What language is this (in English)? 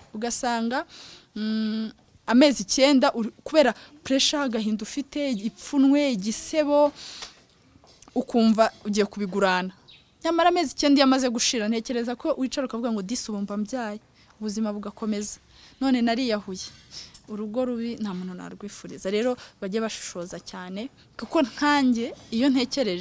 Kinyarwanda